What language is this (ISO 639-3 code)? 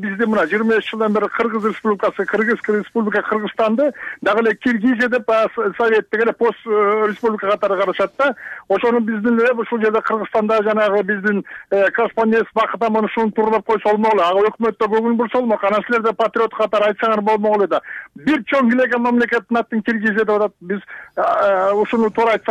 kir